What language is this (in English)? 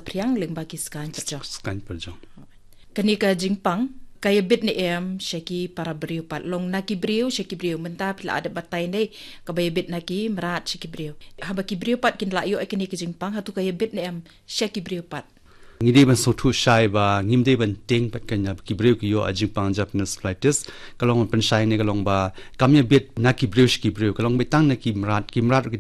Khasi